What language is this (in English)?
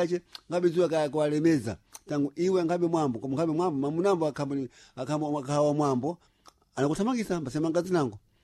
Sena